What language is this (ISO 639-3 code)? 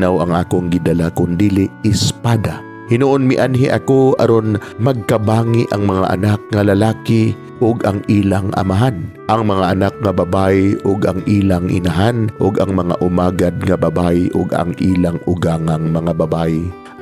ceb